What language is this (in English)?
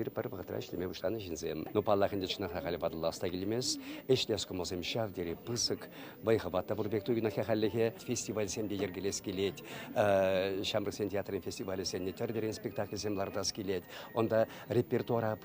Chuvash